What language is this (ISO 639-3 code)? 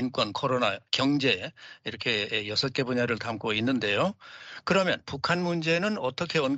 kor